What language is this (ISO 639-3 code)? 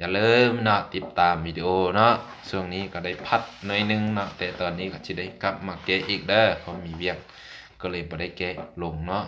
lao